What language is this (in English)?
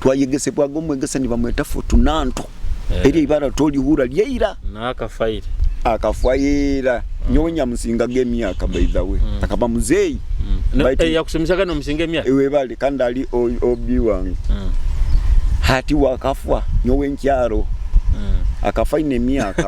Nyoro